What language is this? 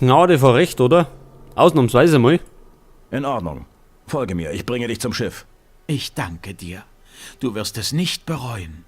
Bavarian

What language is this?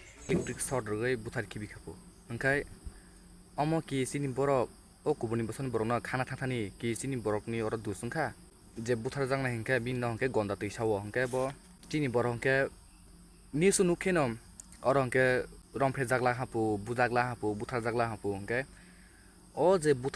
Kok Borok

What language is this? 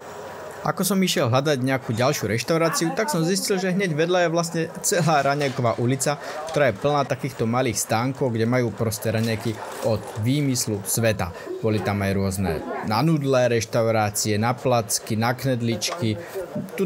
Slovak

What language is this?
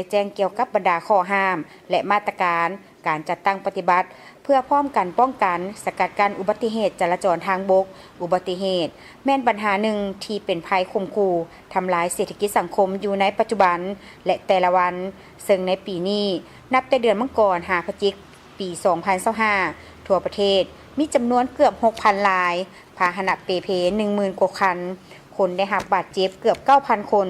Lao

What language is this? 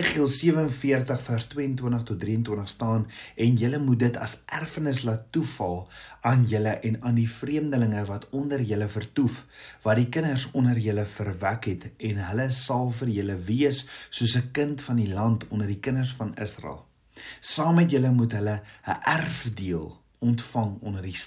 Afrikaans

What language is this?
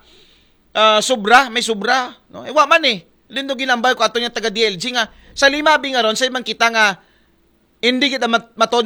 Aklanon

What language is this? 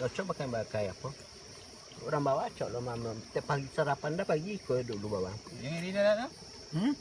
Minangkabau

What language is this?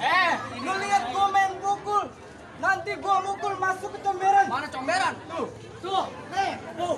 Betawi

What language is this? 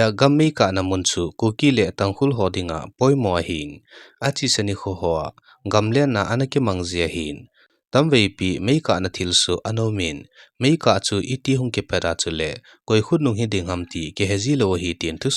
Thado Chin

